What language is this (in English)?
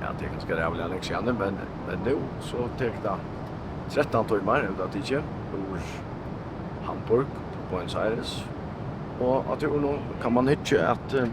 Faroese